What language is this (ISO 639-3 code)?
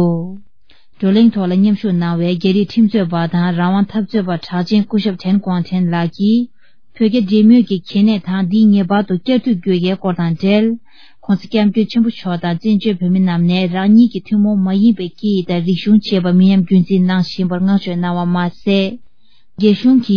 bod